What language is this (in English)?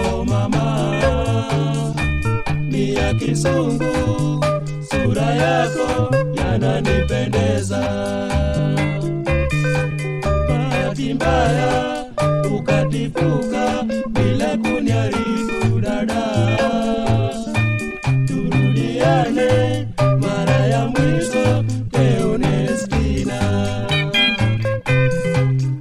Swahili